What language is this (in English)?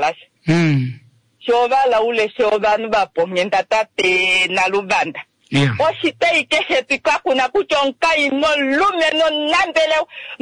Kuanyama